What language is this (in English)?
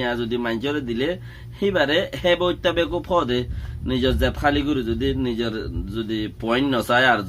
Rohingya